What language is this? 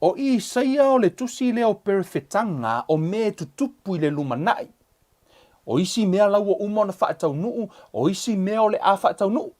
Samoan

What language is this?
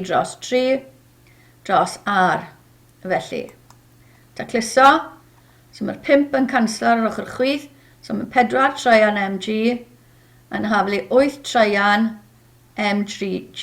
Welsh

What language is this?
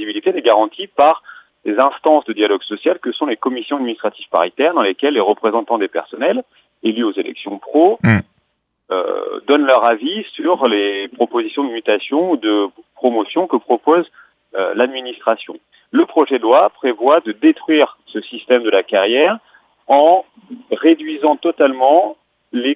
French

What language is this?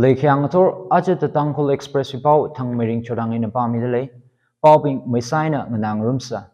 Tangkhul Naga (India)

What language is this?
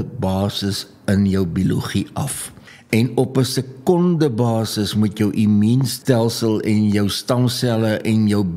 Afrikaans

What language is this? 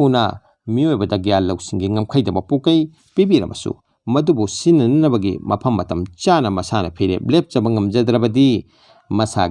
Manipuri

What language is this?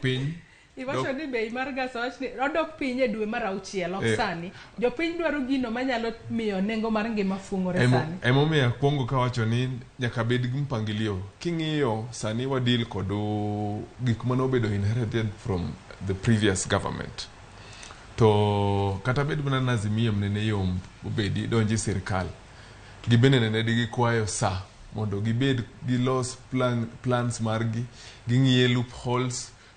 Luo (Kenya and Tanzania)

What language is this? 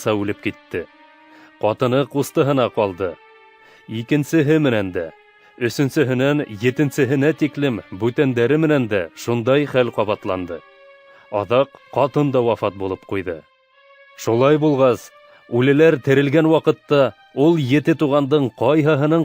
Bashkir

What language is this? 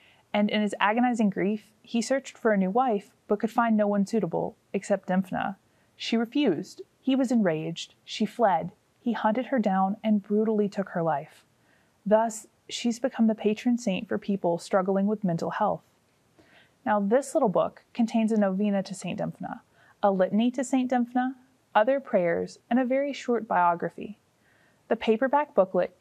English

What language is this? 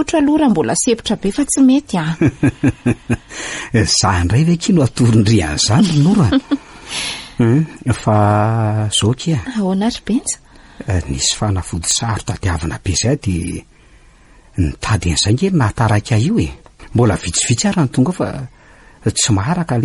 Malagasy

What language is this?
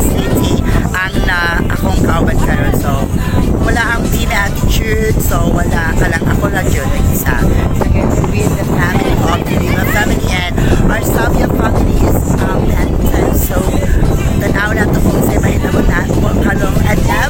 Cebuano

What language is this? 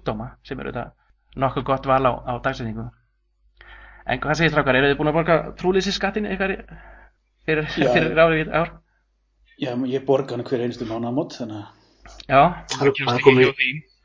Icelandic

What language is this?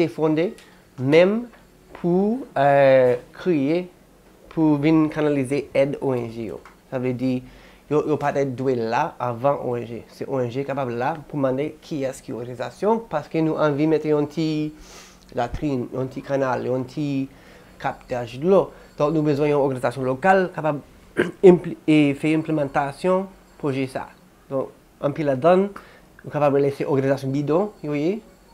Haitian Creole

